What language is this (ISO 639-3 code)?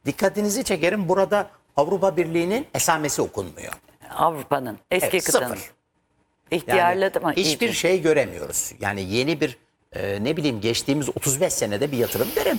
tur